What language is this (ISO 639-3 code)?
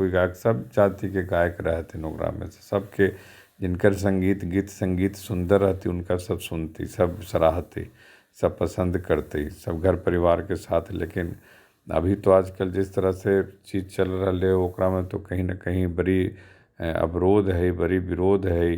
mag